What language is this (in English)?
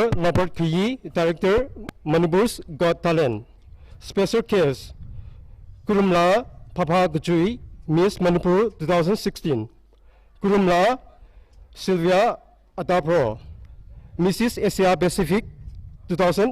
Tangkhul Naga (India)